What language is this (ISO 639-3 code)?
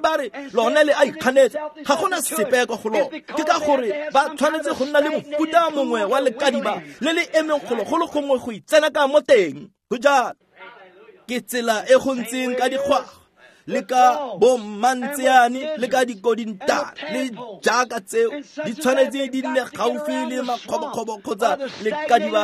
tsn